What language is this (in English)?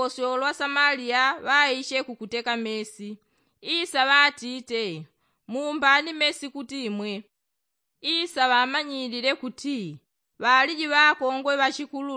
Yao